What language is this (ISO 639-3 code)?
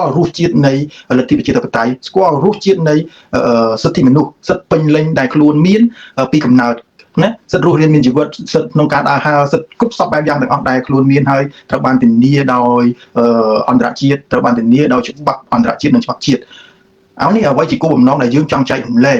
khm